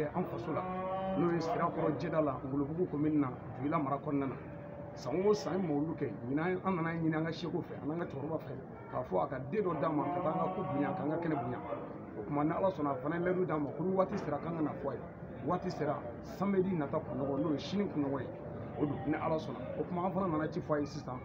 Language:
Bambara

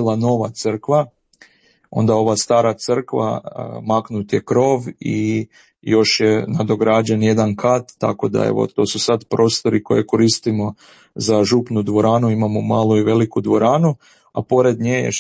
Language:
Croatian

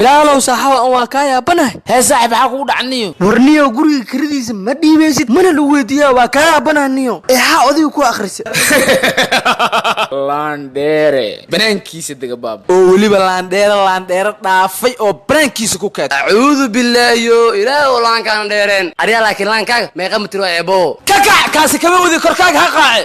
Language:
Somali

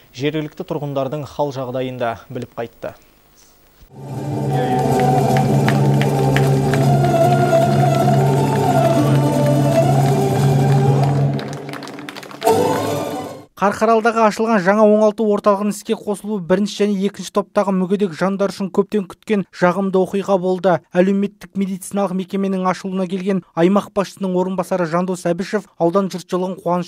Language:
Kazakh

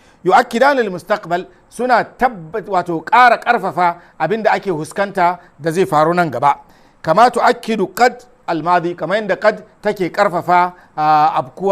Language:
Hausa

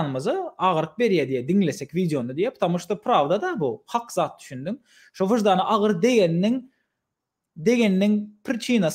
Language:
Turkmen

